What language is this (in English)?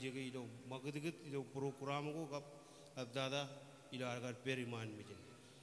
Marshallese